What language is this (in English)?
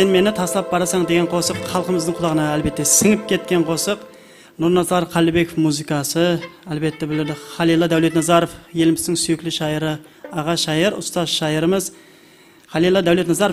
Kara-Kalpak